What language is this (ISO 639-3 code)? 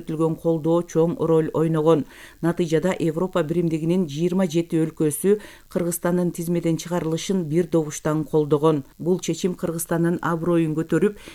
kir